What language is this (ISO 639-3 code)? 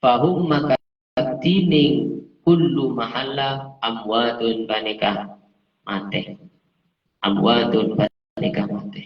mad